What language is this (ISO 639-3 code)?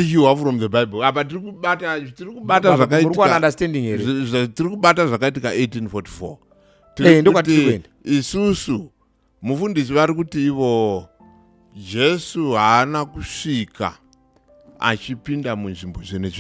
sna